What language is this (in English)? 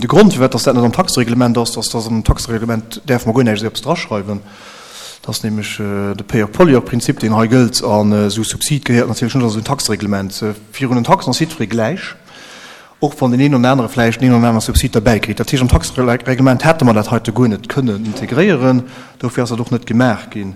Luxembourgish